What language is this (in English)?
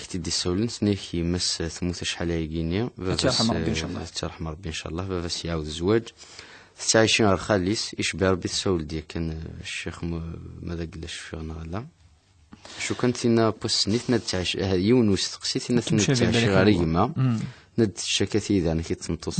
Kabyle